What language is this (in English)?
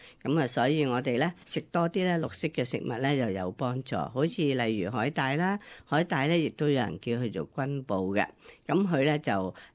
Cantonese